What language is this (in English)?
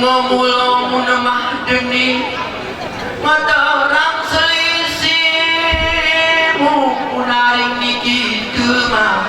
Gayo